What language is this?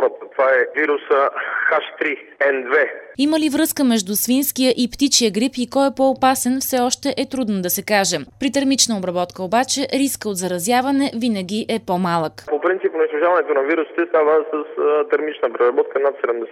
Bulgarian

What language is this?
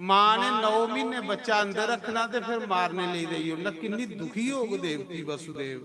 Dogri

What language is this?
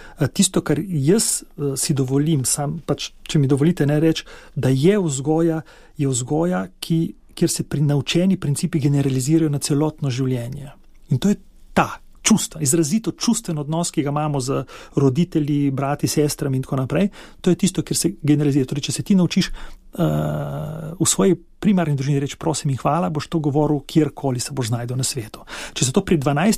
Slovenian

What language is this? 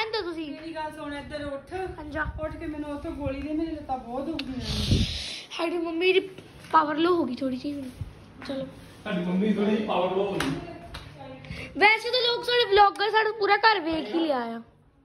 Punjabi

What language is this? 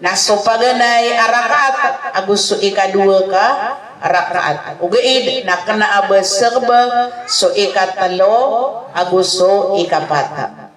Maranao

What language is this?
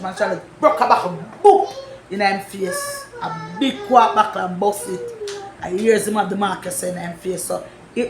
Jamaican Creole English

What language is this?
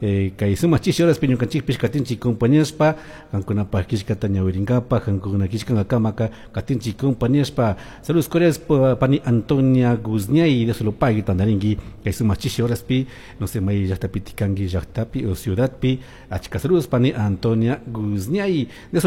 Chimborazo Highland Quichua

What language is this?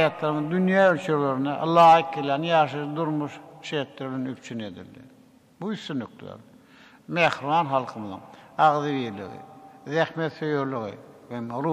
Turkmen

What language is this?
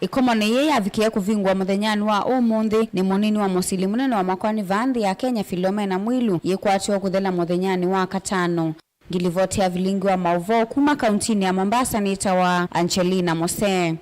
Kamba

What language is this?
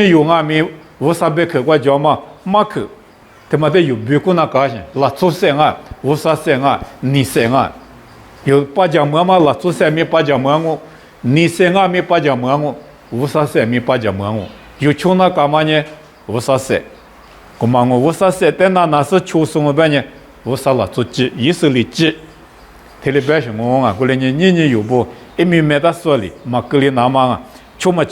Lisu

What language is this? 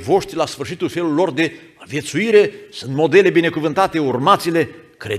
Romanian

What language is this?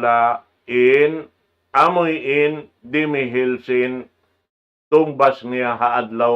Tausug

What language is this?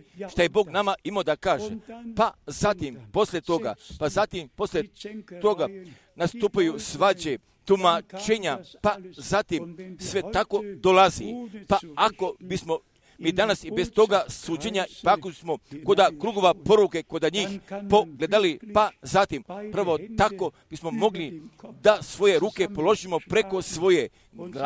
Croatian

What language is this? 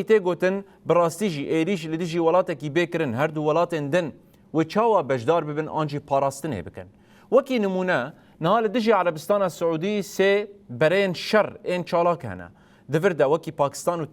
Kurdish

